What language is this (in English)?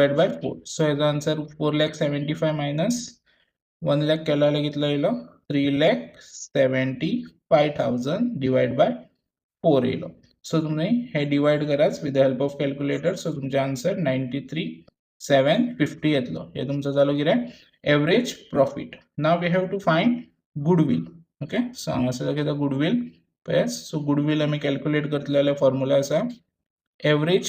Konkani